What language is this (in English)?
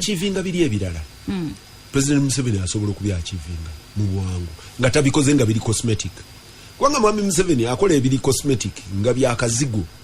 Ganda